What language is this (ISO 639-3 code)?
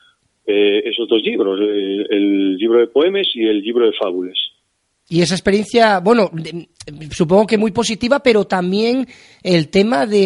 ast